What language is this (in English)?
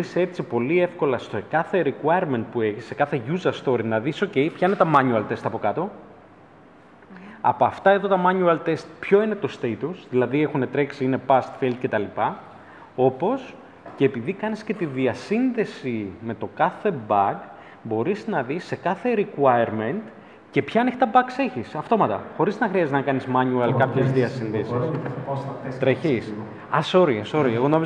Greek